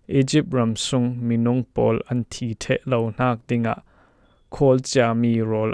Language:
Falam Chin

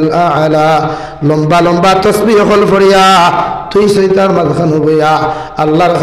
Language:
Sylheti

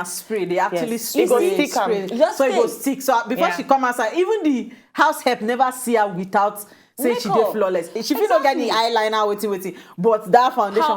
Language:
Nigerian Pidgin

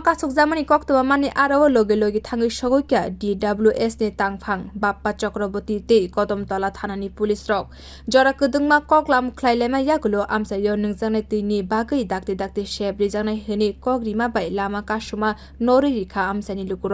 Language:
Kok Borok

